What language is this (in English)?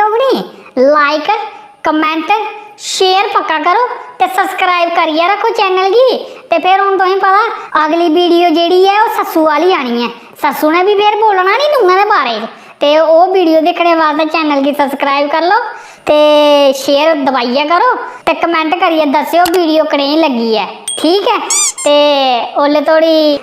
Dogri